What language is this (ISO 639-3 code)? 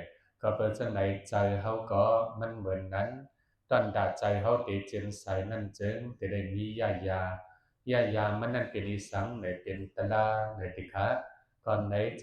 shn